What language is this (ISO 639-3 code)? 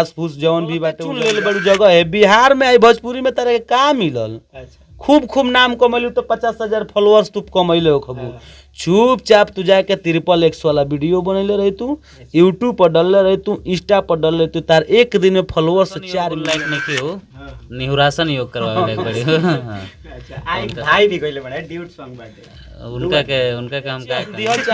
bho